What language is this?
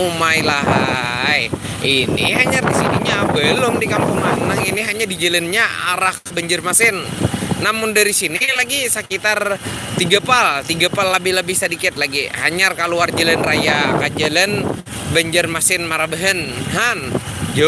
Banjar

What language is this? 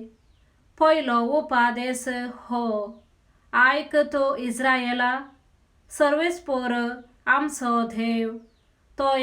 Konkani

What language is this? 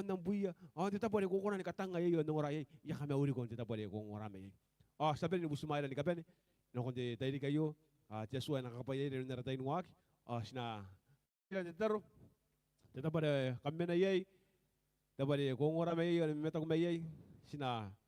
Gilbertese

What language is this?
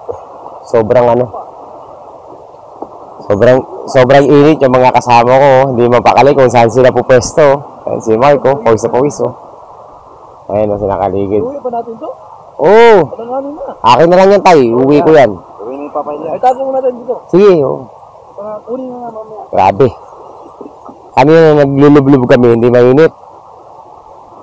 Filipino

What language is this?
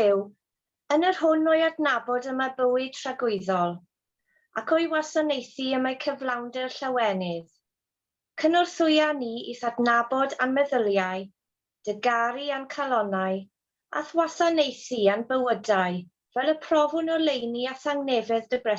Welsh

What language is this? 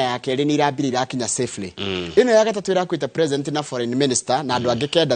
Kikuyu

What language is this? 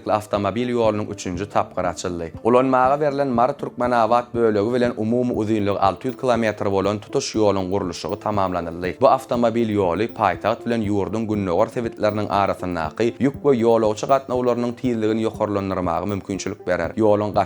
Turkmen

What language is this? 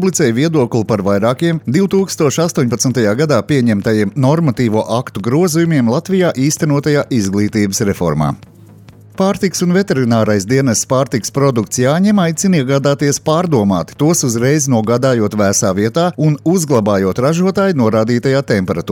Latvian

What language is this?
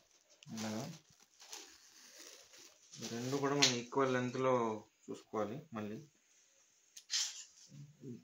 Telugu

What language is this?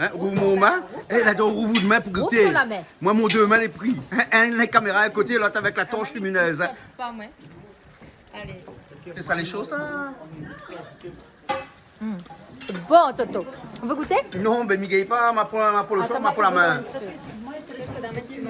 Réunion Creole French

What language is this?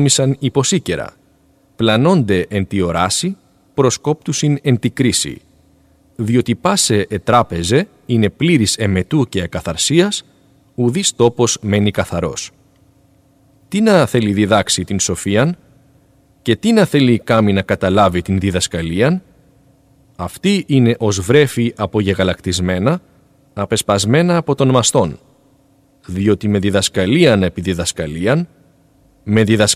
Greek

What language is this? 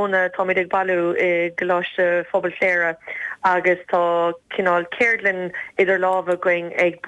Irish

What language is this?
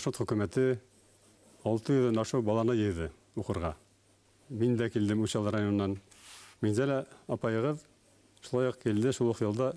Bashkir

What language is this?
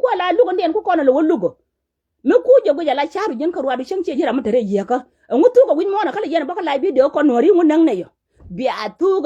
Nuer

